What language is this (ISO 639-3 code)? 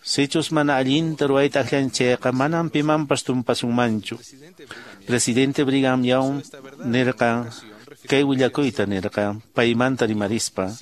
que